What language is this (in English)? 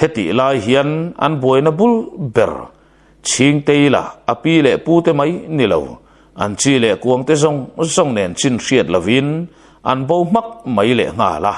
Mizo